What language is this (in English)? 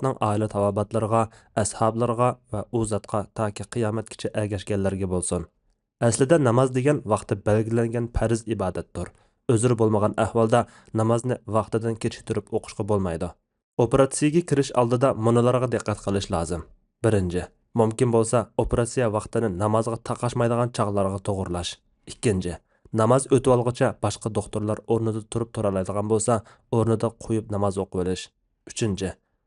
Uyghur